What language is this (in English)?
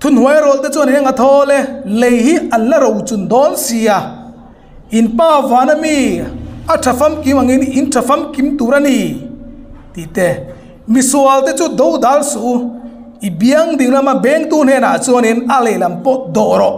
Hmar